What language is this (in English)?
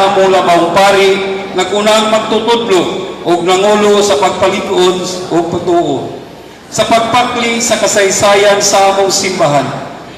Cebuano